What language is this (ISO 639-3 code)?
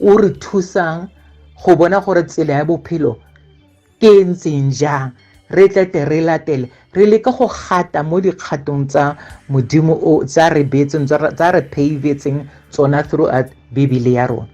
tsn